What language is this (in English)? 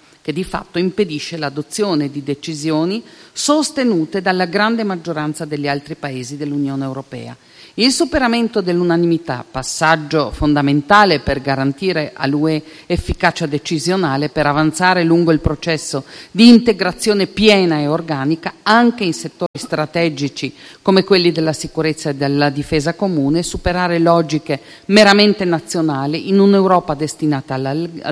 Italian